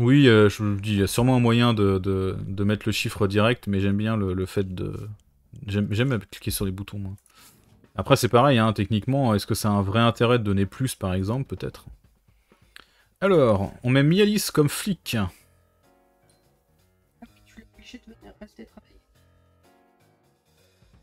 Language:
French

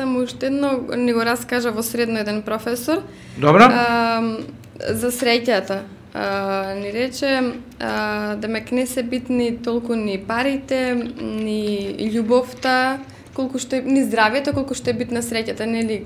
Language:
Macedonian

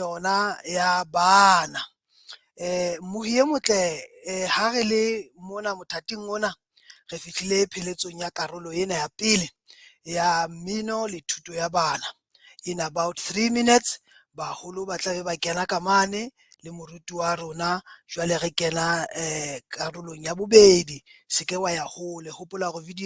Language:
Southern Sotho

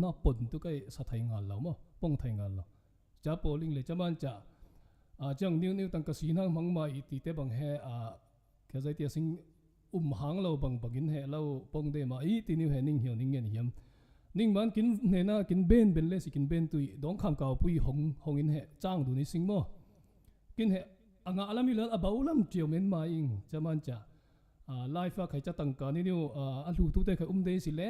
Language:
Falam Chin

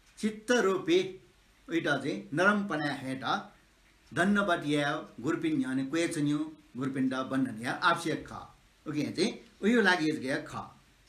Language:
Newari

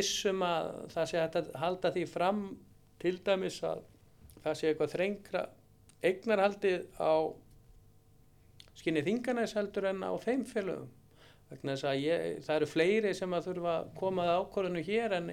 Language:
Icelandic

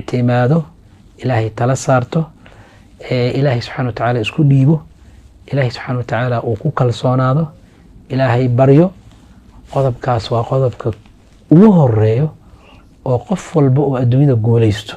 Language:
Somali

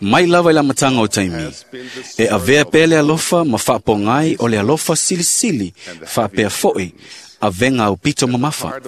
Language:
Samoan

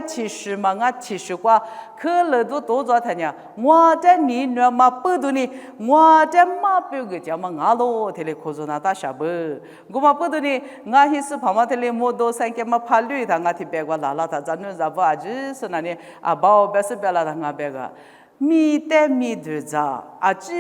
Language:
Lisu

